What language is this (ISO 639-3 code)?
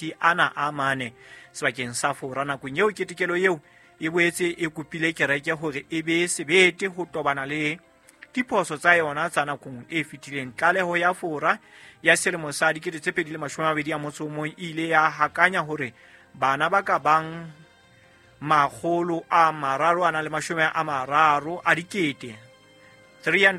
sot